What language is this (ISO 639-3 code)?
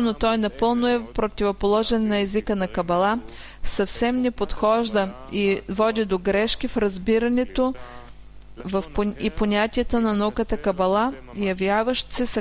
bul